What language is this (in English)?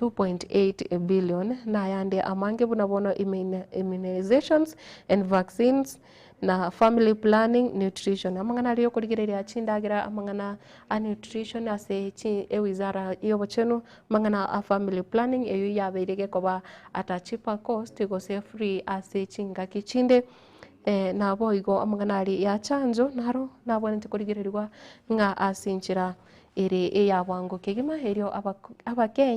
Gusii